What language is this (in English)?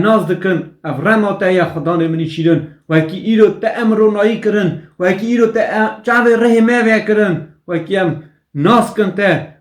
Kurdish